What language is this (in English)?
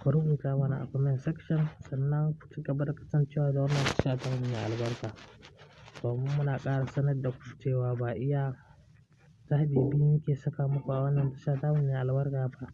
Hausa